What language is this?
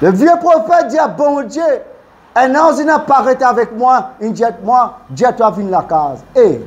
Morisyen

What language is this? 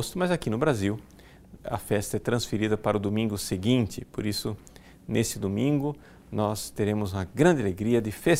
Portuguese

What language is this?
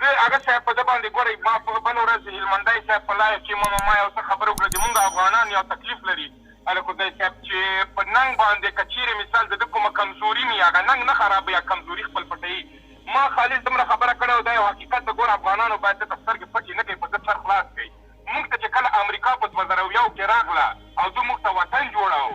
Pashto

